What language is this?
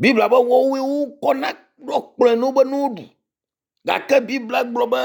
Ewe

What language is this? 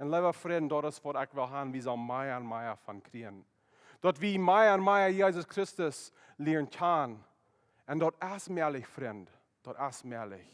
Plautdietsch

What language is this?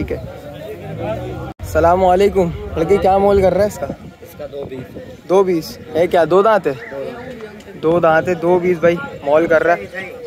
Hindi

